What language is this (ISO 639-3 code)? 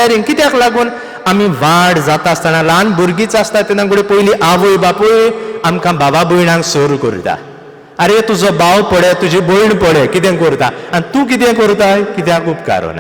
kok